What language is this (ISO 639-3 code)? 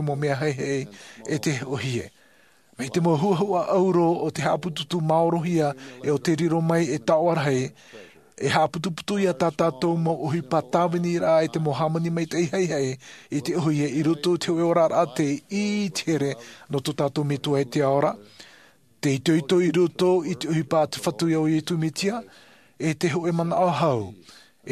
tah